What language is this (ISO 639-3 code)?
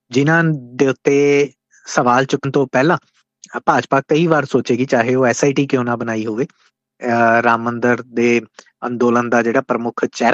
pan